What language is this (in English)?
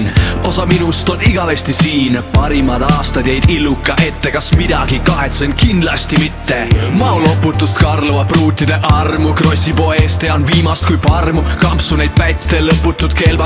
Estonian